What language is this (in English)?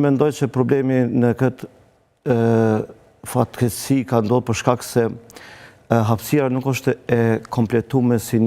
Albanian